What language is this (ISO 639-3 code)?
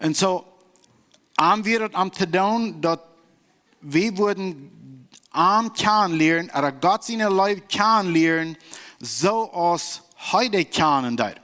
pdt